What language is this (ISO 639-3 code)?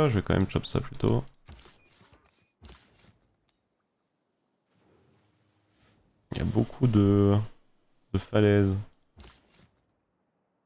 fra